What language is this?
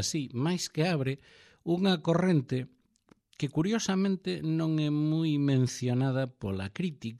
Galician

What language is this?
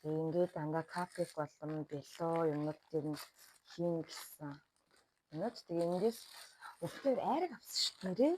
Mongolian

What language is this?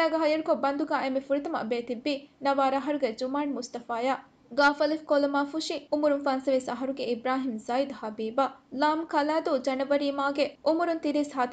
Divehi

